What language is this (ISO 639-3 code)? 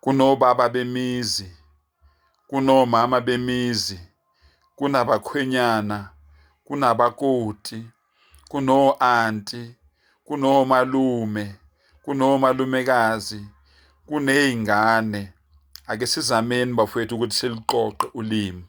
zul